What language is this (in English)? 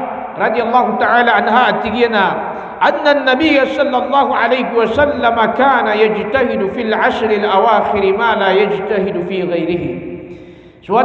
Maranao